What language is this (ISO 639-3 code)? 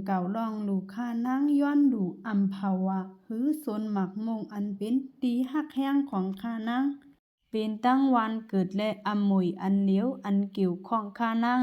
shn